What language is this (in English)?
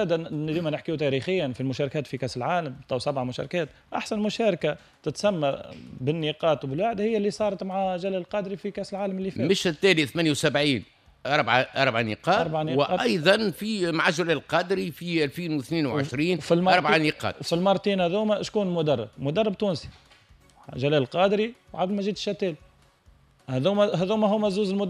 Tunisian Arabic